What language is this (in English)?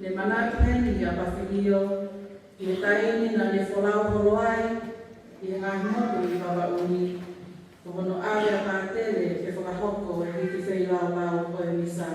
Tongan